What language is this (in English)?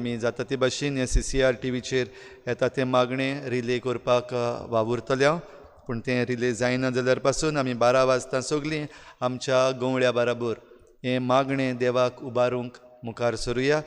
Konkani